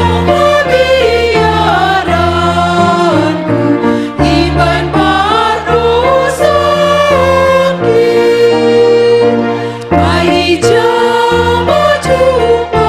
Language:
Batak Simalungun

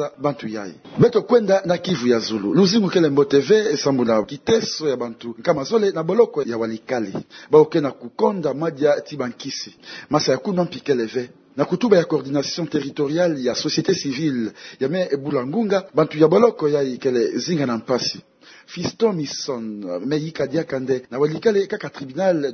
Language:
Kituba (Democratic Republic of Congo)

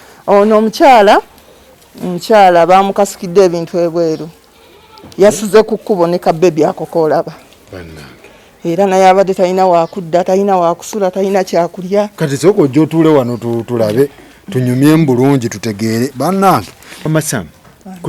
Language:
Ganda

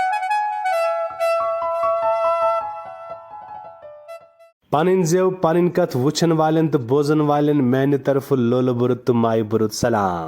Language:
Kashmiri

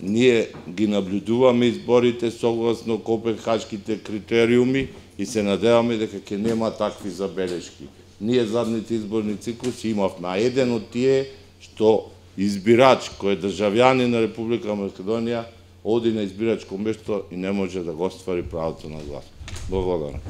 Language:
Macedonian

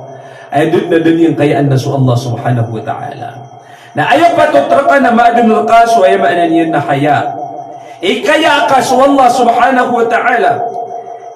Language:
Maranao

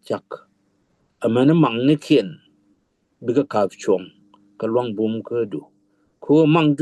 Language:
Nuer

